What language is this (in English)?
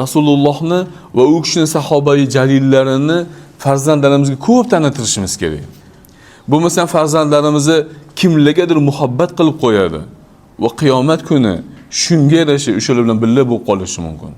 Uzbek